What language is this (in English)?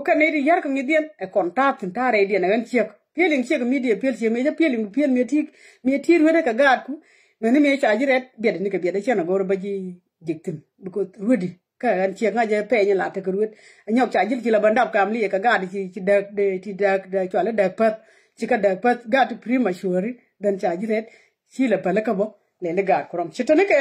Nuer